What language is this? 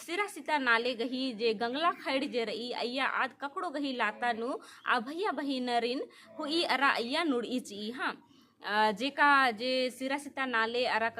Kurukh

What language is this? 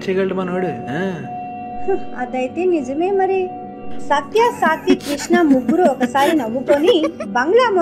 Telugu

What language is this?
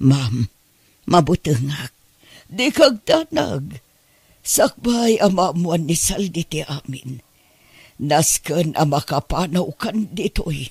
Iloko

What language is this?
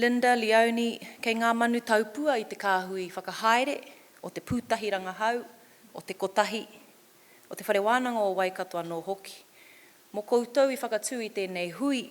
Māori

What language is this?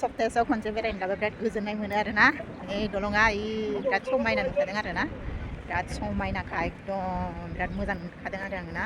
Bodo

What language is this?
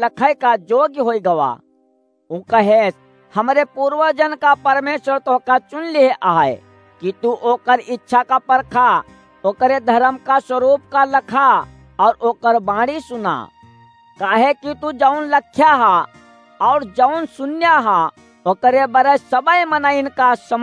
Awadhi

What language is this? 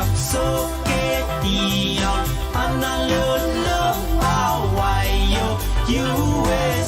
Pohnpeian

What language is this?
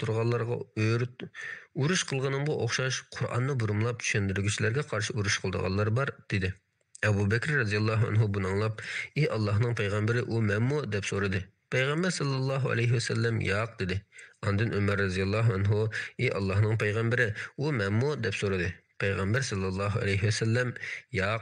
Uyghur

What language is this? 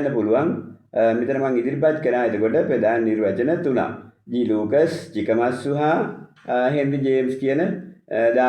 Sinhala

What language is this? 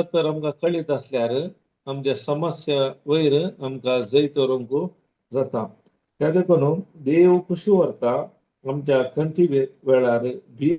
Konkani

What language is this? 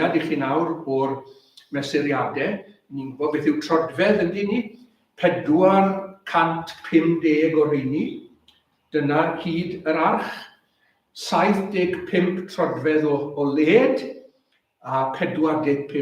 Welsh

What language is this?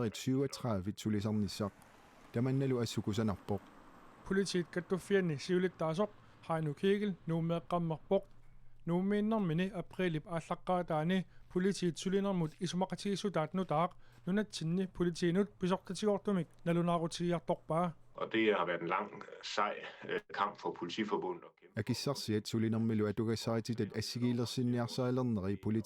Kalaallisut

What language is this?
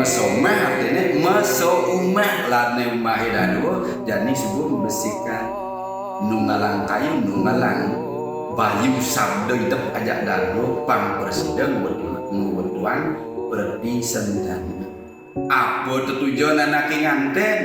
Balinese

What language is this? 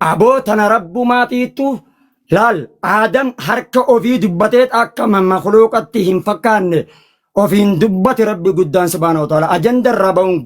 Oromo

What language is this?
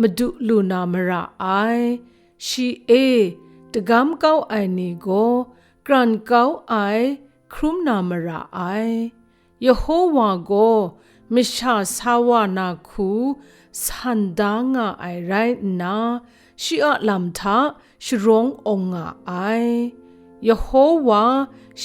Kachin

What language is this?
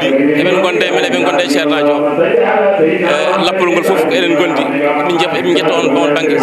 Fula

